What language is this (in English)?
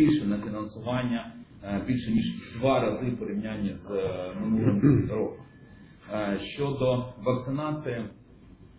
Ukrainian